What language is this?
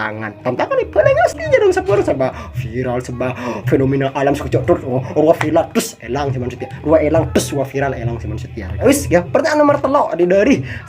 Madurese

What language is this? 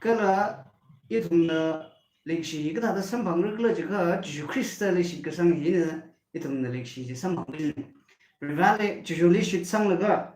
Tangkhul Naga (India)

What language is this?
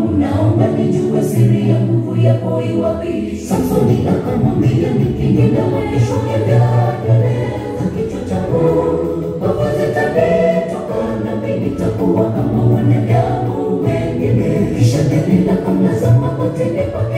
Swahili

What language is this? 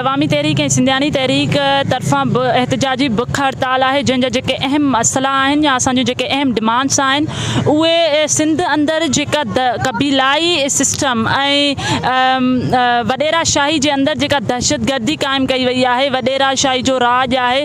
Sindhi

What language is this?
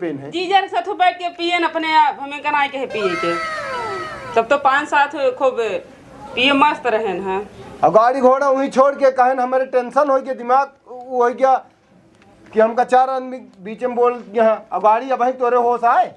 Awadhi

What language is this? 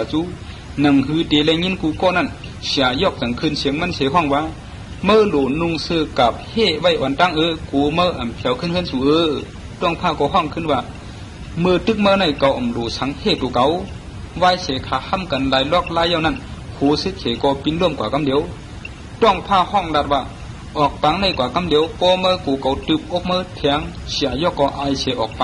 Shan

